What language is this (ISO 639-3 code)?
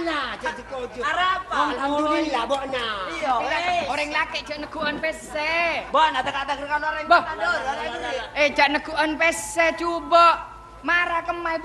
mad